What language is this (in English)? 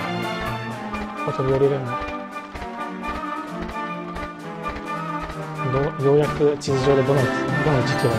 Japanese